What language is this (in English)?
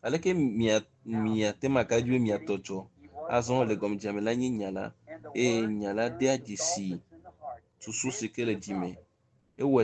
Ewe